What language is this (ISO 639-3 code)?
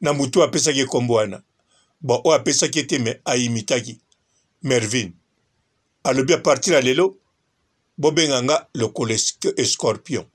lin